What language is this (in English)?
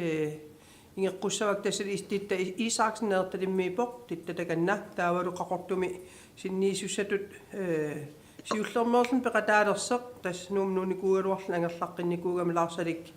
Kalaallisut